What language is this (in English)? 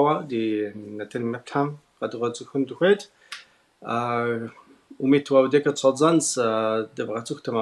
Kabardian